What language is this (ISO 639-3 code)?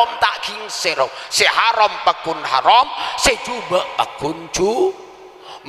mad